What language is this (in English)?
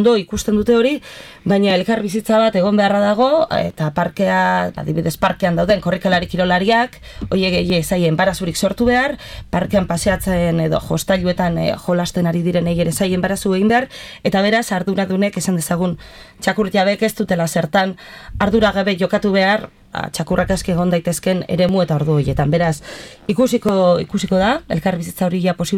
Basque